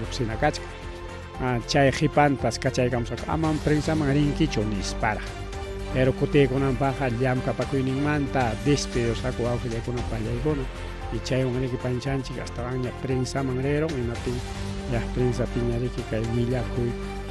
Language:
Ayacucho Quechua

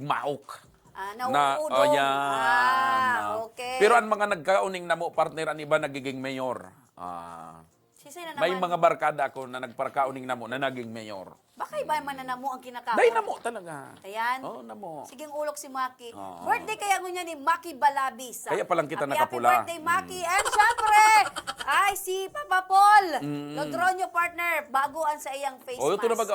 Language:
Bikol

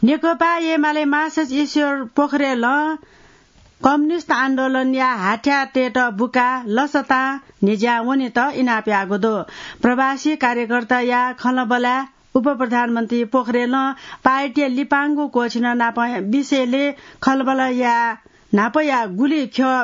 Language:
Newari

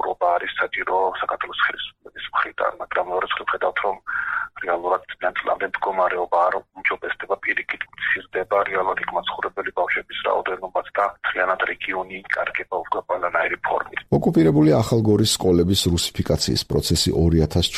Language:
Georgian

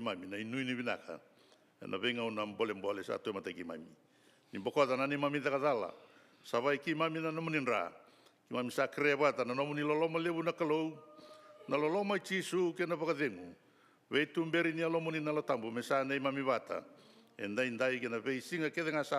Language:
Fijian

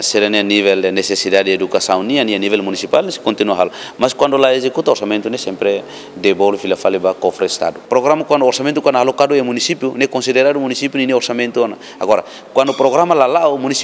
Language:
Tetum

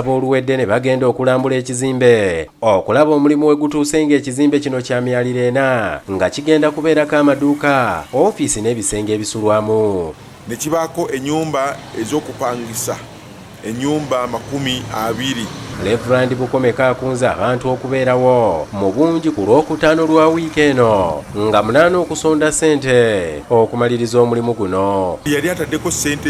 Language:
Ganda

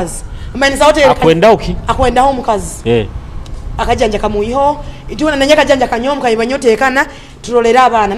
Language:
Nyoro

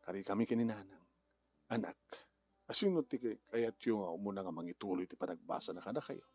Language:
Iloko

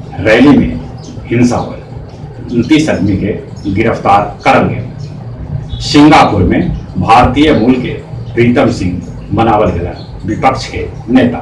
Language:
Magahi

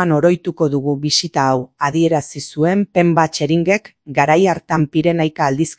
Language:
Basque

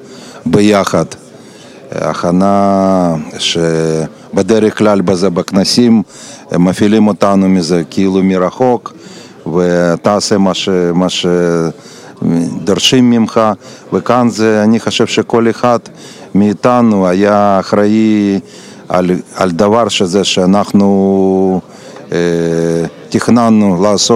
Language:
Hebrew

